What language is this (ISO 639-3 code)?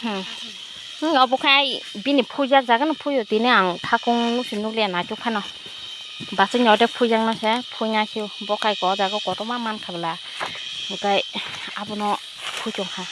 trp